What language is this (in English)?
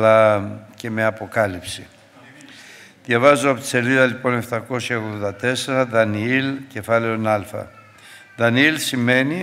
Greek